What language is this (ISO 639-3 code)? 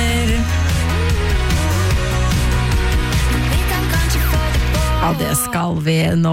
nor